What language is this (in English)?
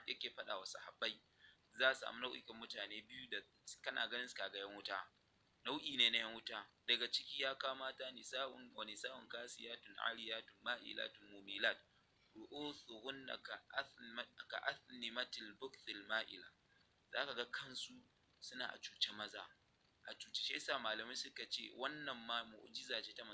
Hausa